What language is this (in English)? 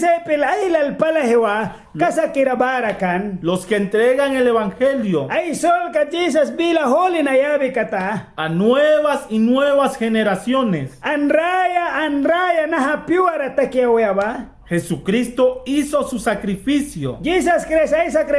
Mískito